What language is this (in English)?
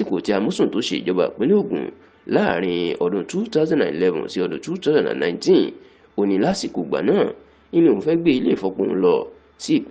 Yoruba